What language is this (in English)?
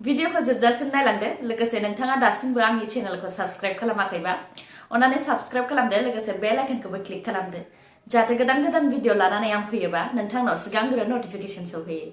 Bodo